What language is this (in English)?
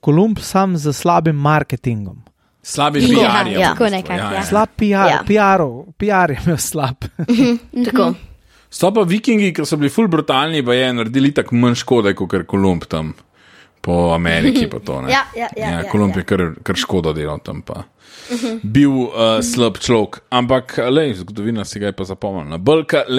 Slovenian